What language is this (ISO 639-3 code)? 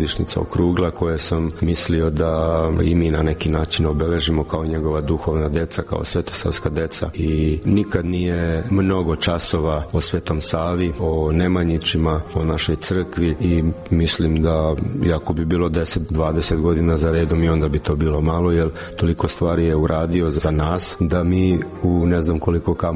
srp